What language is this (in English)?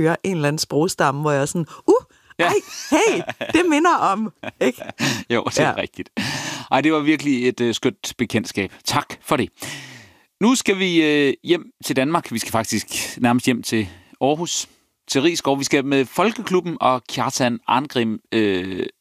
Danish